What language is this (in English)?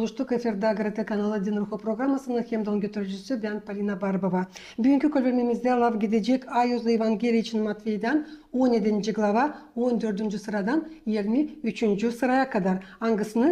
Gagauz